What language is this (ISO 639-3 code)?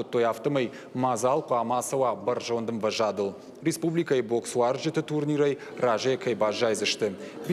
oss